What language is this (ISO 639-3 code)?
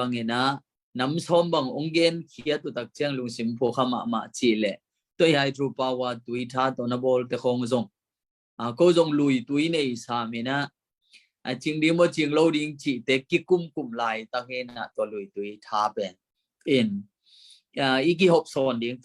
ctd